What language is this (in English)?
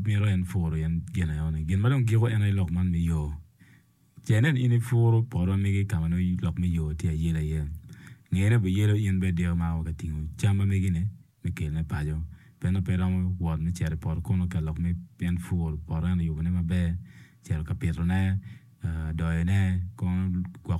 Acoli